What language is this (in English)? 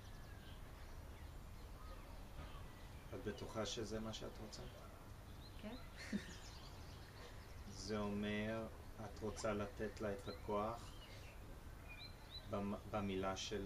Hebrew